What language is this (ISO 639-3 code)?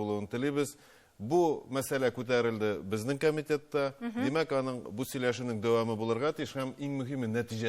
tat